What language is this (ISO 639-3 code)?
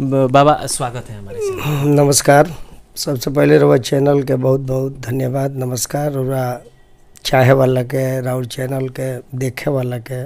bho